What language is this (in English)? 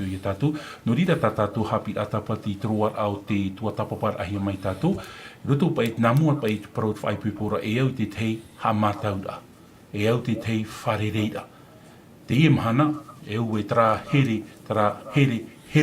Tahitian